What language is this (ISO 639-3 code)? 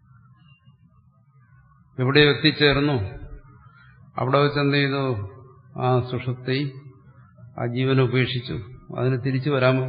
mal